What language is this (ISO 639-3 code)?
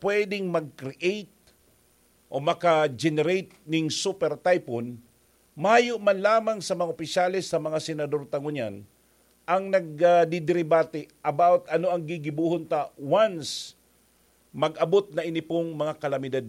bik